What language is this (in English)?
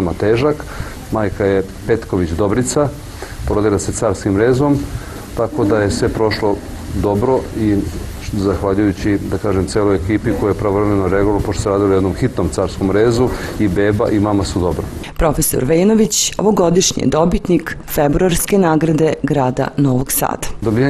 Serbian